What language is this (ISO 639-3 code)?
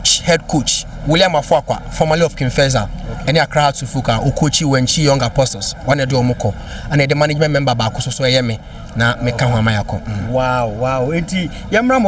aka